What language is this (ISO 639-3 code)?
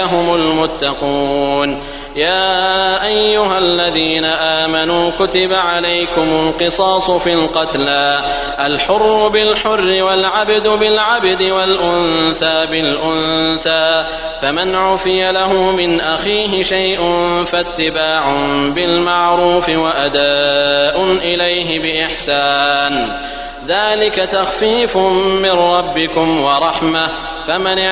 ara